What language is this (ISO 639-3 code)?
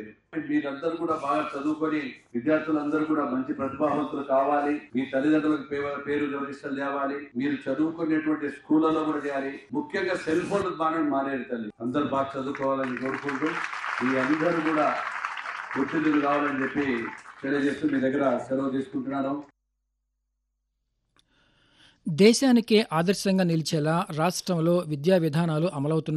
tel